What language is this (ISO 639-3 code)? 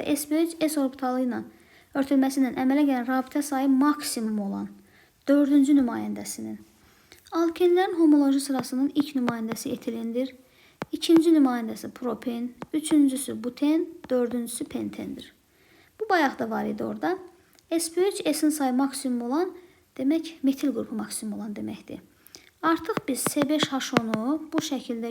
aze